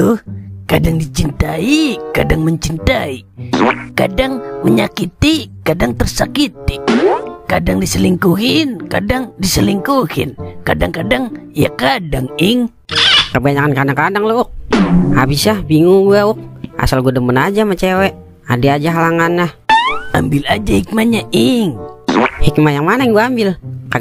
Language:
Betawi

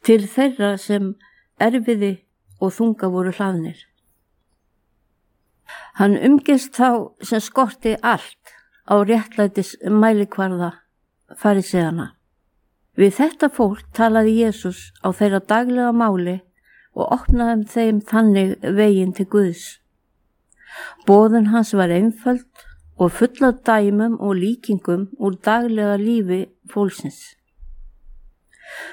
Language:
Icelandic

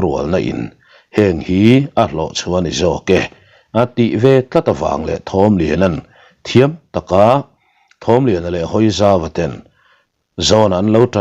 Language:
Mizo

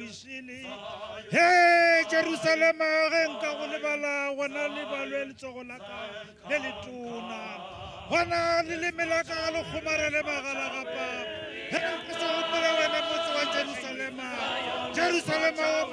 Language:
Tswana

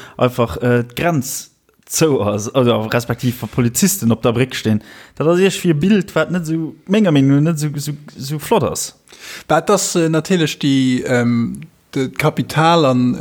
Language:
Luxembourgish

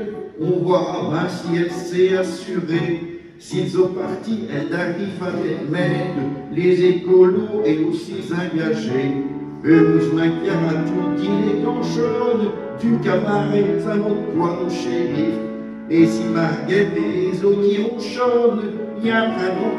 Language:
Picard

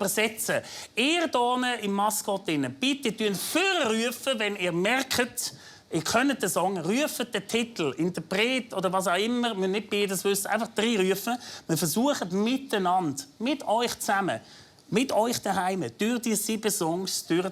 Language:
Swiss German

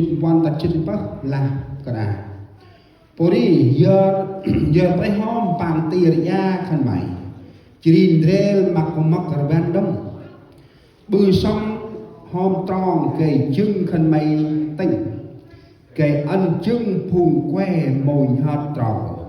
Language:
Central Mnong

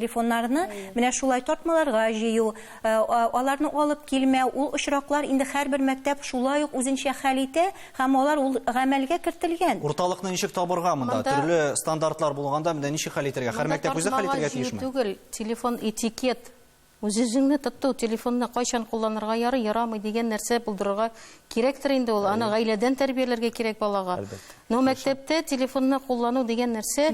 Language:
Tatar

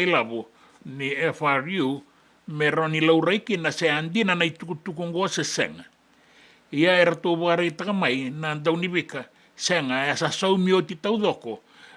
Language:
Fijian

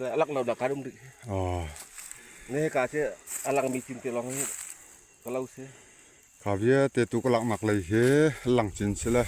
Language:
Falam Chin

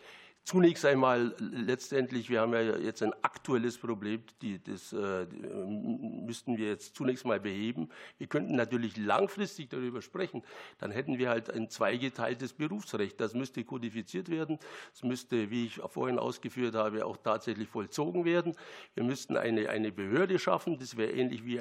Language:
German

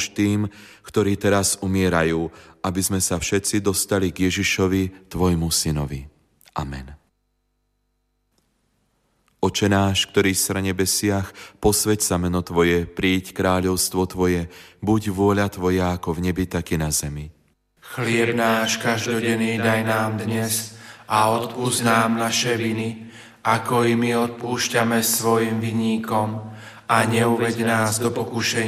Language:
Slovak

